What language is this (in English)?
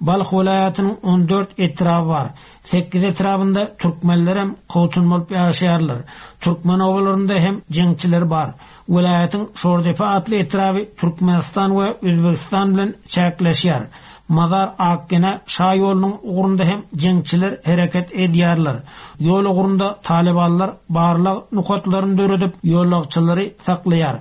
Turkmen